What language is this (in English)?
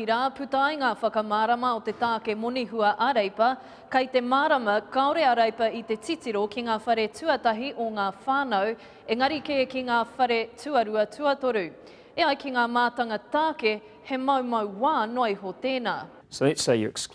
Māori